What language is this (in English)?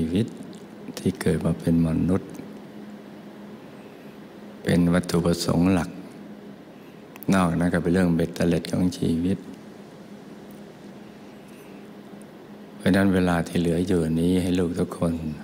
Thai